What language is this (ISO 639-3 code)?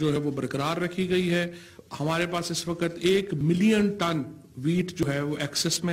urd